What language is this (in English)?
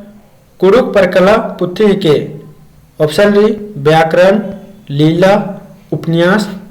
Kurukh